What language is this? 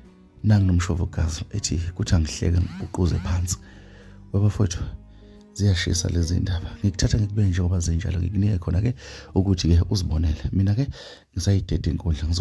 Zulu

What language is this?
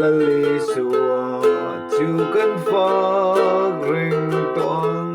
Mizo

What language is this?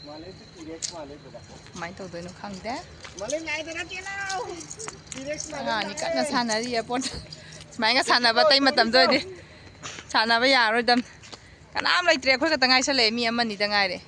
Manipuri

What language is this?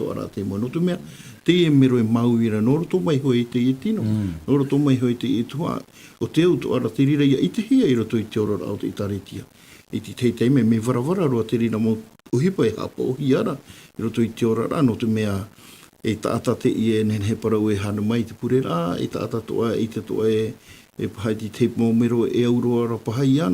Tahitian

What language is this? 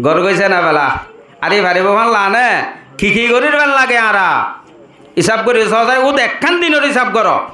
Rohingya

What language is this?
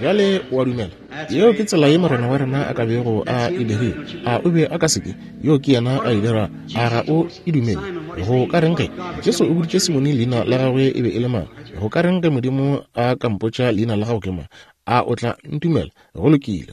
Northern Sotho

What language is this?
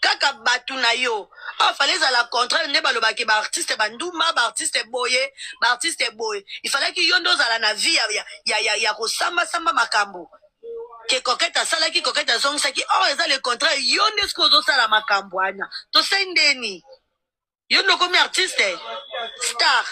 Lingala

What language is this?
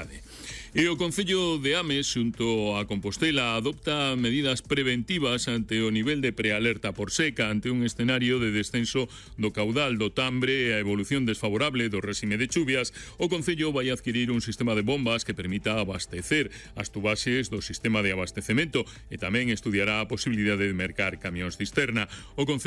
Galician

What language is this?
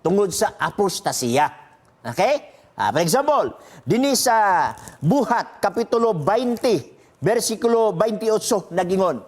Cebuano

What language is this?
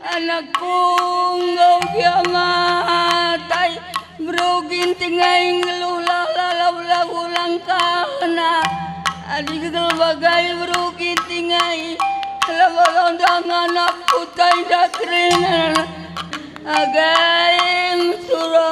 Batak Karo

